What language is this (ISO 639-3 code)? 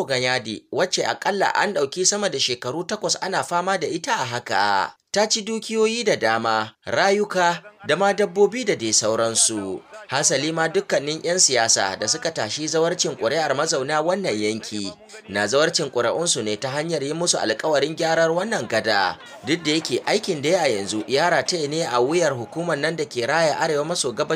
hau